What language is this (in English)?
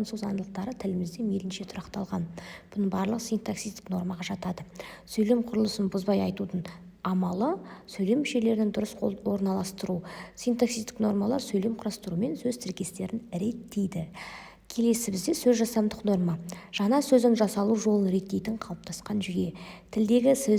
Kazakh